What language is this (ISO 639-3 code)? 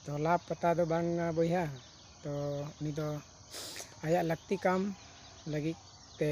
sat